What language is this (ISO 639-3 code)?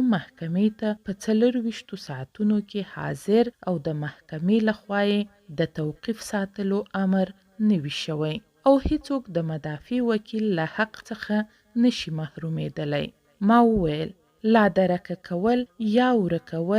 pus